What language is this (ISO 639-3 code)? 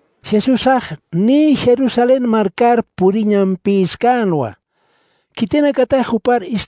aym